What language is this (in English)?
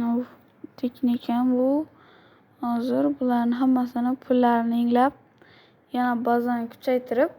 Uzbek